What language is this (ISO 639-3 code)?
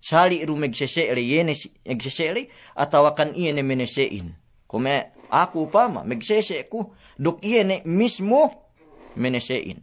yka